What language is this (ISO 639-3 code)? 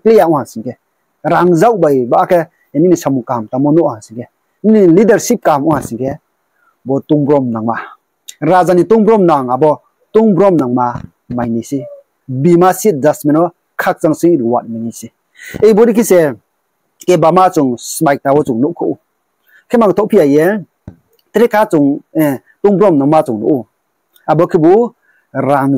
ria